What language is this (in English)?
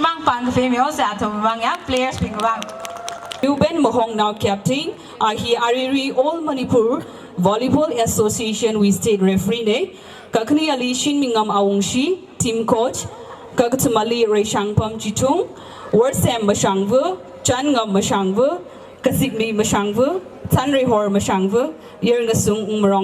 Tangkhul Naga (India)